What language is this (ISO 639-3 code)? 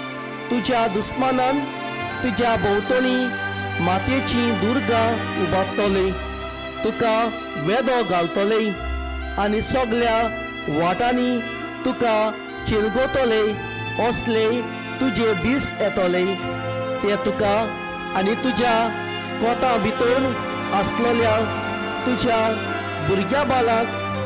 kok